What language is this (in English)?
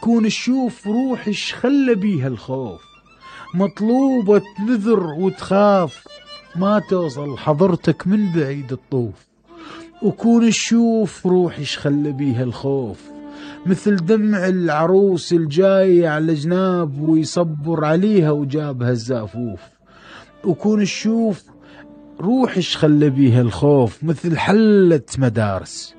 Mesopotamian Arabic